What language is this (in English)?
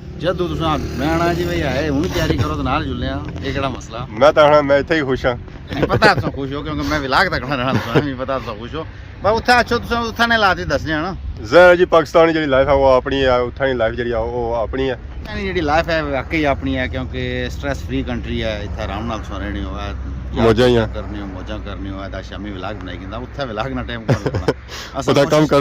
Pahari-Potwari